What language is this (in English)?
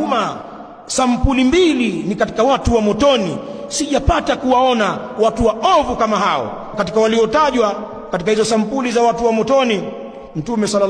Swahili